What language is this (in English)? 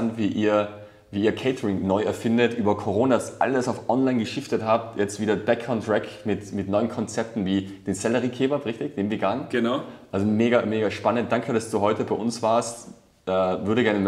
German